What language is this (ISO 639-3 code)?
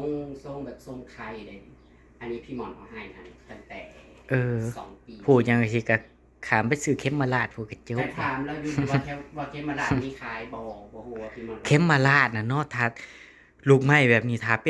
tts